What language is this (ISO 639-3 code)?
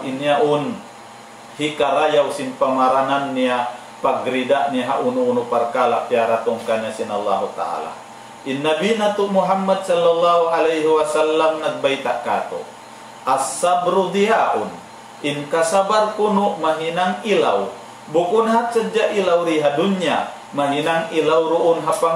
tsg